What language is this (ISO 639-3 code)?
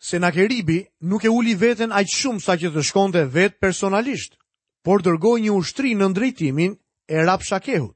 sqi